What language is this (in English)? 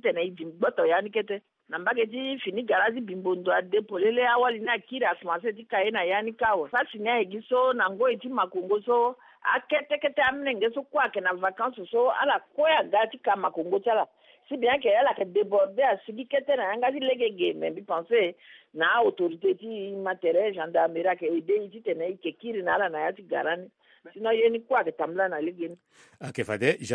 Sango